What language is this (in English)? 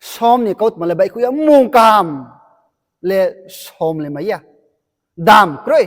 Riang (India)